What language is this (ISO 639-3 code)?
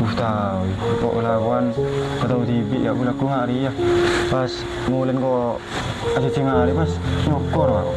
mad